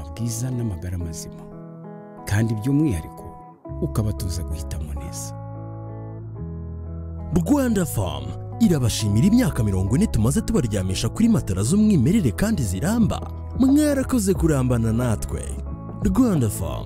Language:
Kinyarwanda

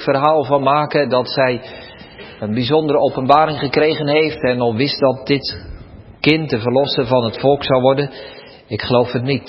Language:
Dutch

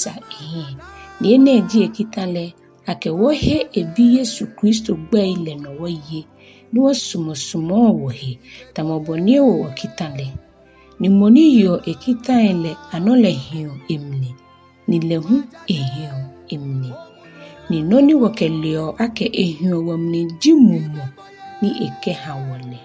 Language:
Ga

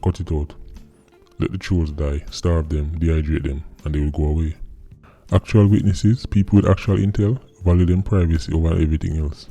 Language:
Jamaican Creole English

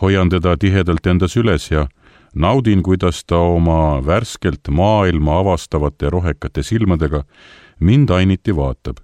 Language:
Estonian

